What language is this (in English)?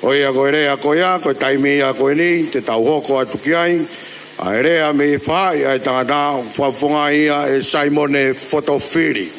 Tongan